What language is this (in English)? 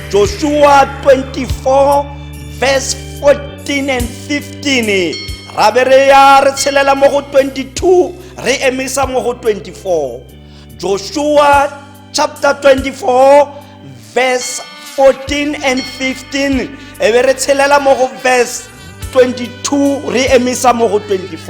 Tswana